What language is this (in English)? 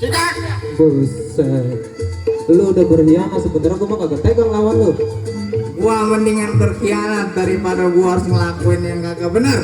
Betawi